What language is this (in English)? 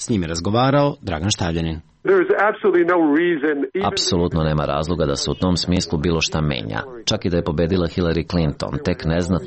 Serbian